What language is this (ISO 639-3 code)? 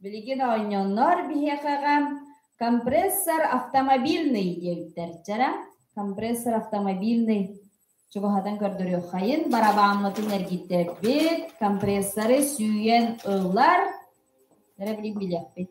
sah